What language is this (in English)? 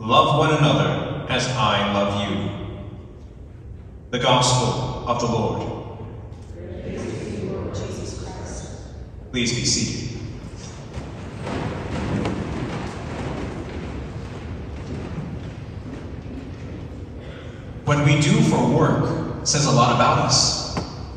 English